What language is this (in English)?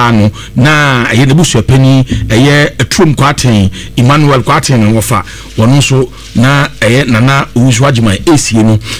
Akan